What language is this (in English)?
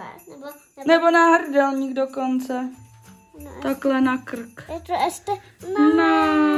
Czech